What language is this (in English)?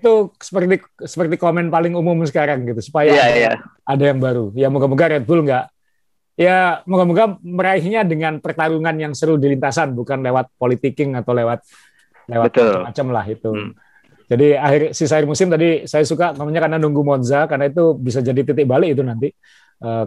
Indonesian